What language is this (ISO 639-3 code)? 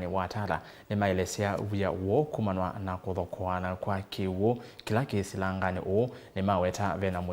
kam